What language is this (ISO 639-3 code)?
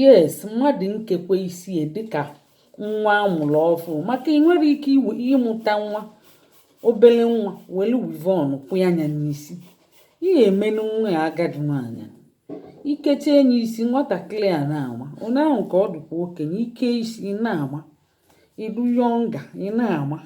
ibo